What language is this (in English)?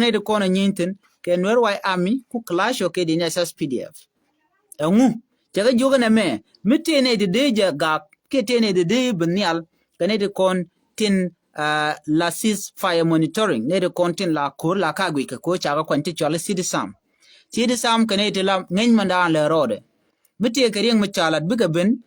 Nuer